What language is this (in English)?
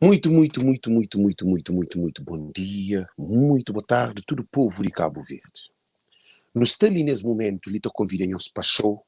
Kabuverdianu